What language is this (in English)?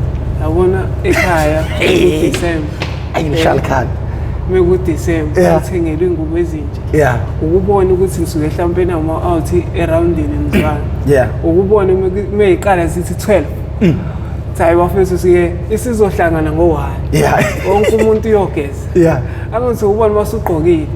Zulu